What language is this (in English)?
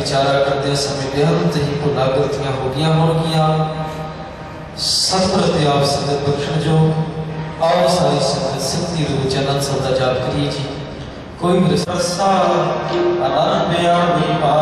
Punjabi